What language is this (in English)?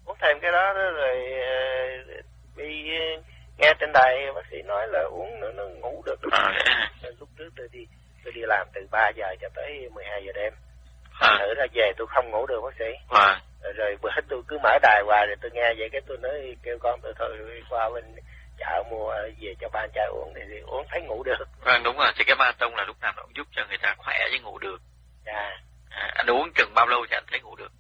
Vietnamese